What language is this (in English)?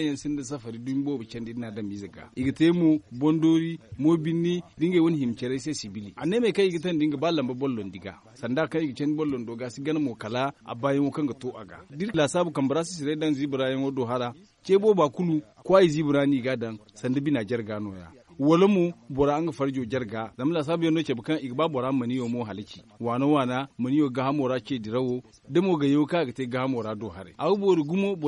Zarma